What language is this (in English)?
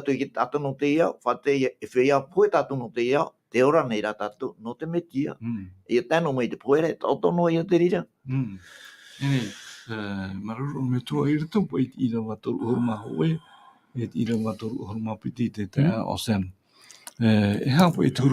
Tahitian